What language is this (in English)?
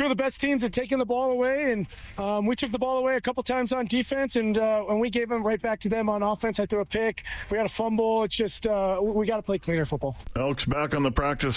English